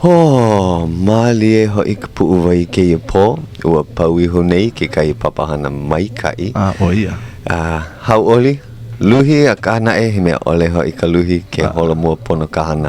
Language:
Hawaiian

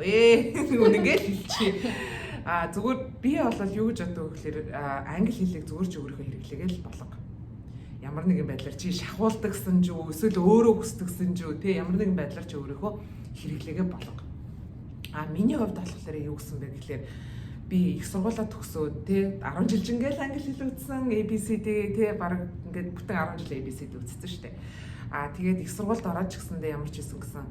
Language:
Mongolian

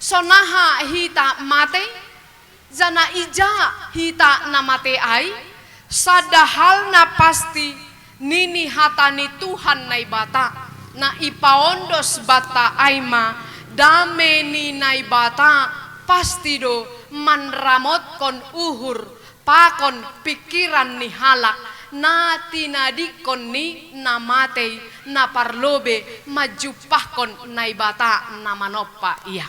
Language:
Batak Simalungun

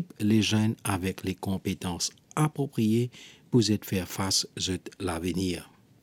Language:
Morisyen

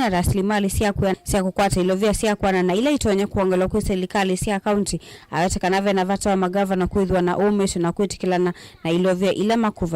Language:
Kamba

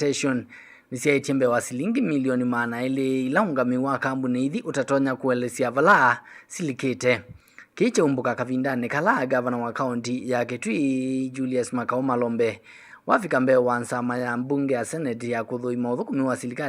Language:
Kamba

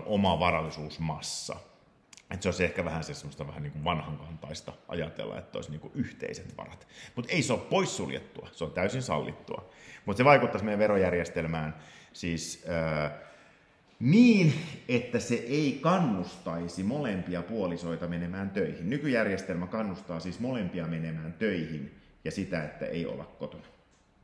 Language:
Finnish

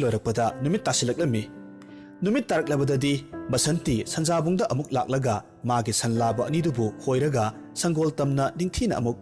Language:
Manipuri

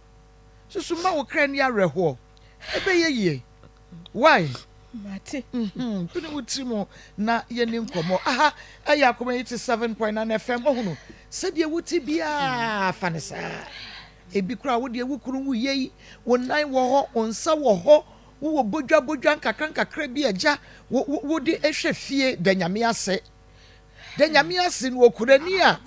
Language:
Akan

